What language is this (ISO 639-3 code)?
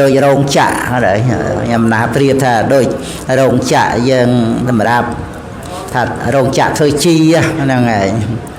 khm